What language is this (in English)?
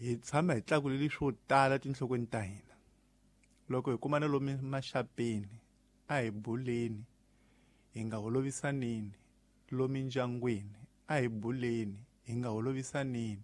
Tsonga